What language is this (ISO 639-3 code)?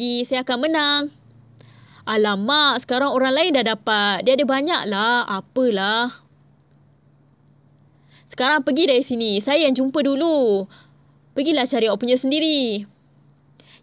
msa